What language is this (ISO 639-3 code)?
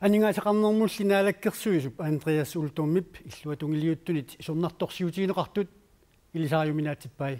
kal